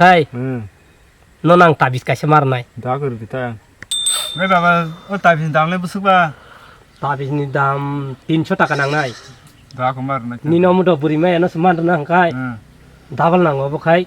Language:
Kok Borok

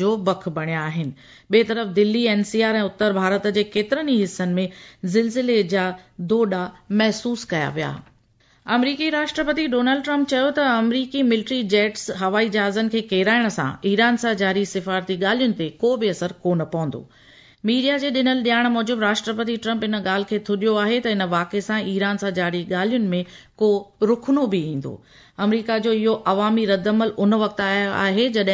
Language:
Sindhi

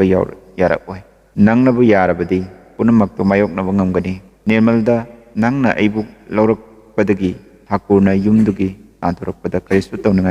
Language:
Manipuri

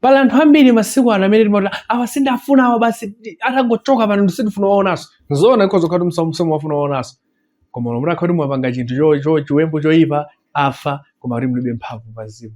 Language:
Nyanja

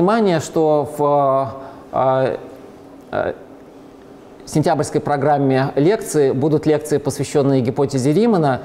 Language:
Russian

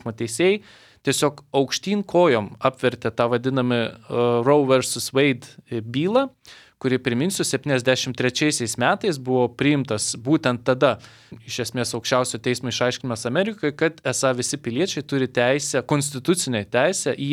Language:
Lithuanian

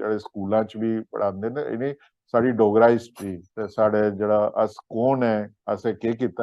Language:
Dogri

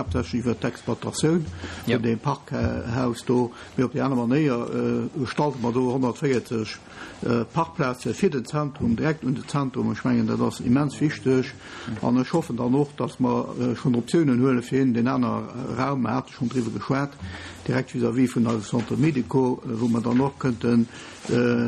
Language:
Luxembourgish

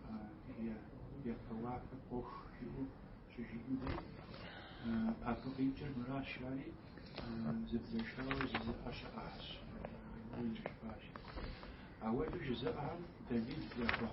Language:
Kabardian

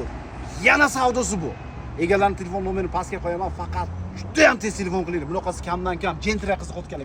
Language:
Uzbek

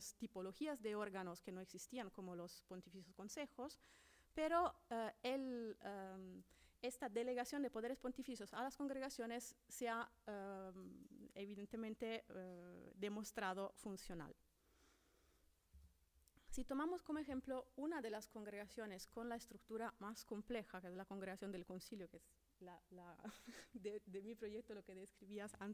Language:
Spanish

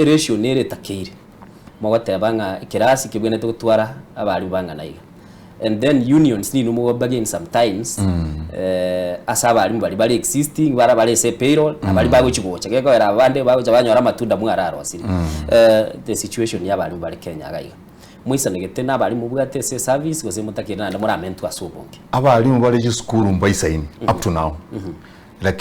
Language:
Gusii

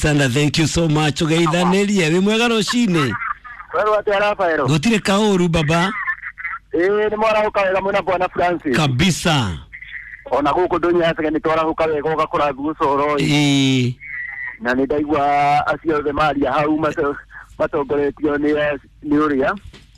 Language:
Kikuyu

